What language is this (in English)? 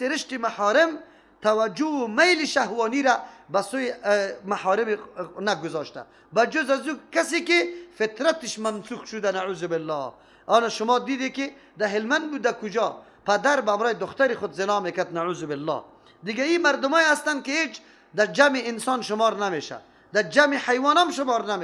Persian